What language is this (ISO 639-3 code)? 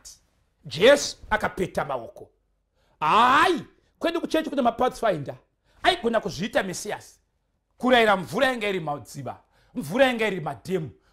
sna